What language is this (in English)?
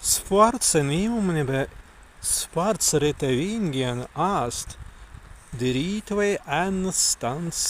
Prussian